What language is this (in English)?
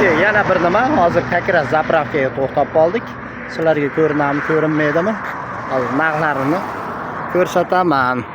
Uzbek